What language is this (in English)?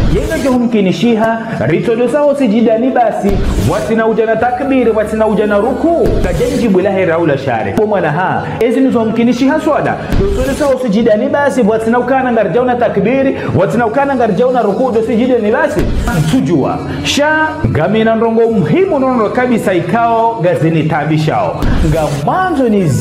Ngazidja Comorian